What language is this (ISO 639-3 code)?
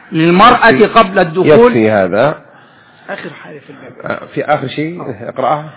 ara